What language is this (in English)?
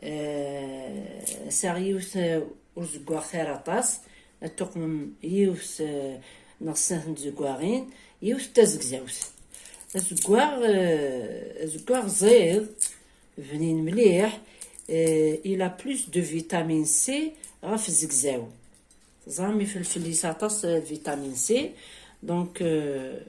Kabyle